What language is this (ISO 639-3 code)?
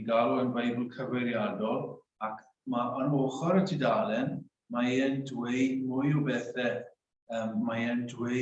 cym